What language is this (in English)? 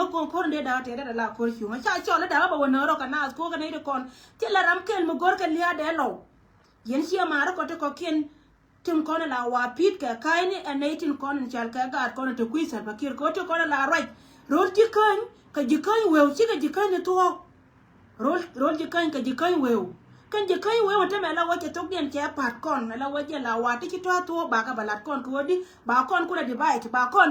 Nuer